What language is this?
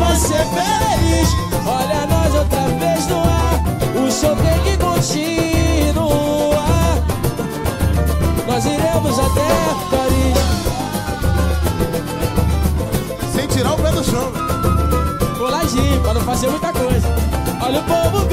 Portuguese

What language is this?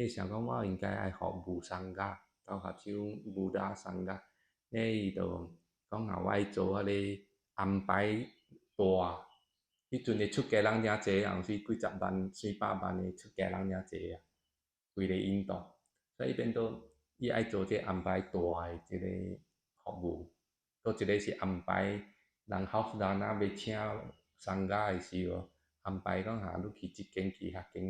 Min Nan Chinese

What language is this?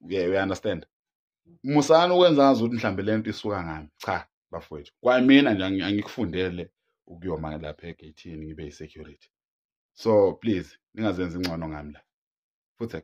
Zulu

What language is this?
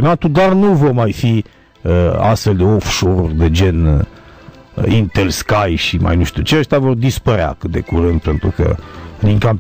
Romanian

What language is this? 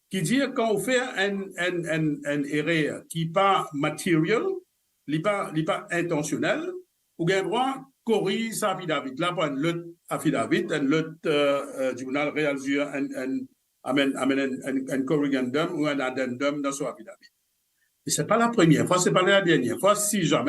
Morisyen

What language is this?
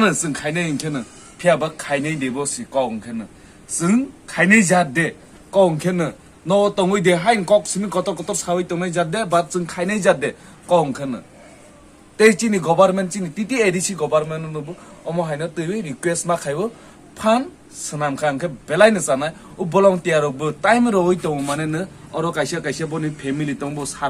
Kok Borok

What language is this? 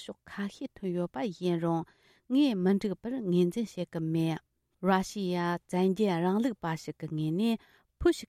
Tibetan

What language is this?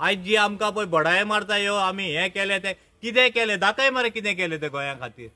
Konkani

